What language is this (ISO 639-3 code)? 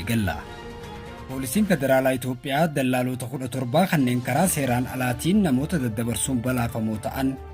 orm